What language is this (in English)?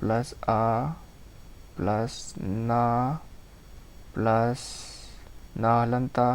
Manipuri